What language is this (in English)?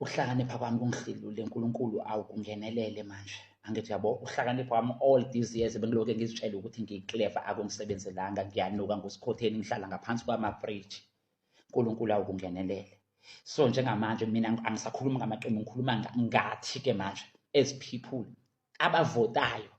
Zulu